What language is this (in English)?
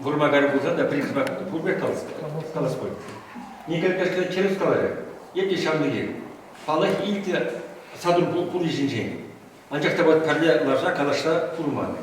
Chuvash